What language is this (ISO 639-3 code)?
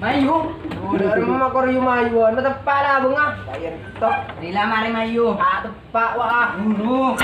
mad